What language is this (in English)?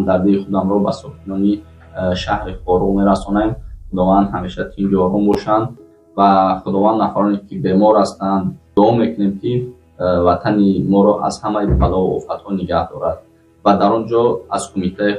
Tajik